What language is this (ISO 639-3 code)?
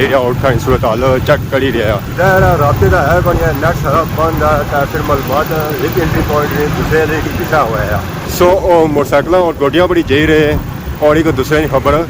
phr